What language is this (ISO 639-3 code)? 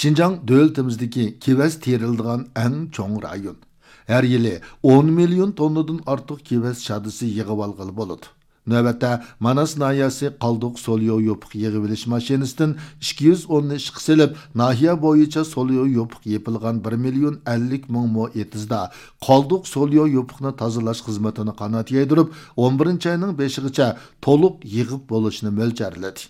uig